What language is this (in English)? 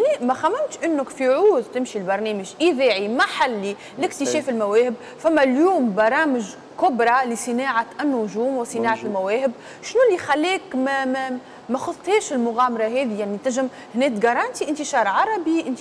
Tunisian Arabic